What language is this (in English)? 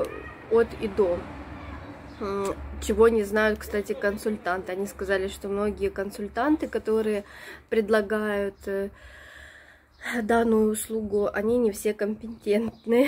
Russian